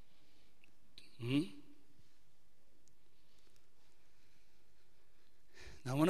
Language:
Afrikaans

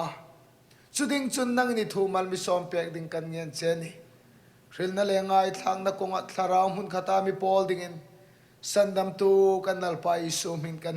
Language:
Hmar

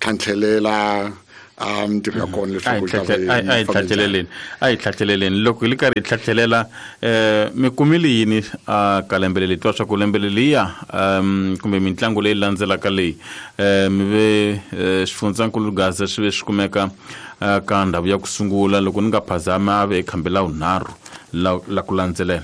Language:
Tsonga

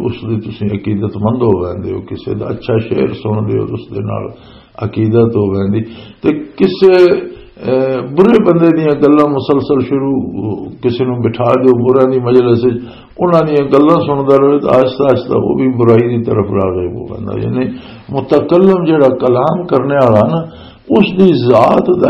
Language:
Western Panjabi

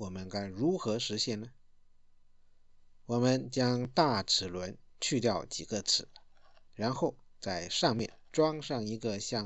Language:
Chinese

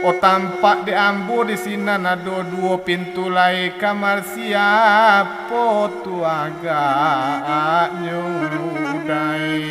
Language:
Minangkabau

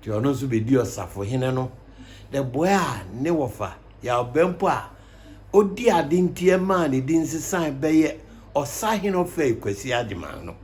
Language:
Akan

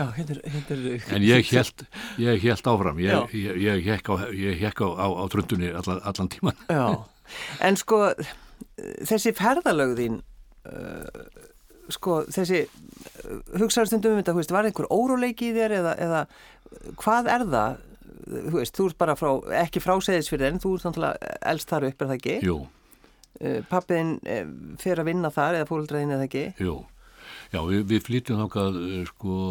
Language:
Icelandic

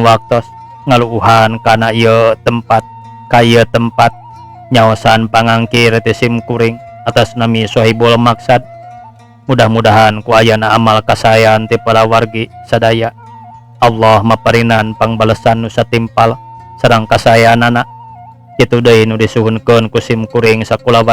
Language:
Sundanese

